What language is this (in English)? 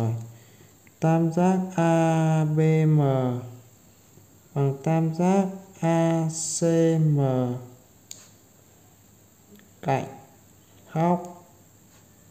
Vietnamese